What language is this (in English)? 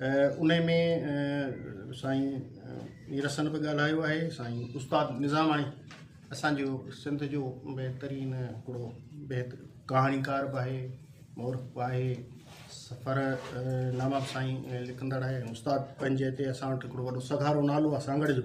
Sindhi